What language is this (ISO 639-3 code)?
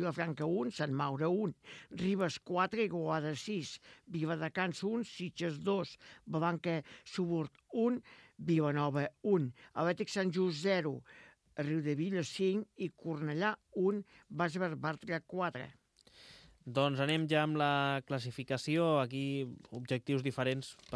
cat